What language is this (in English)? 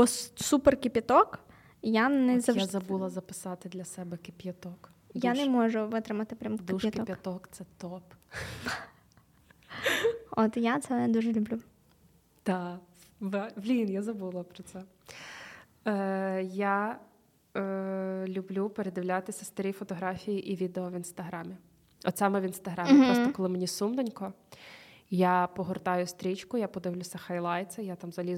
Ukrainian